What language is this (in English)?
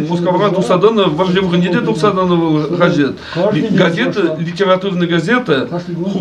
Chuvash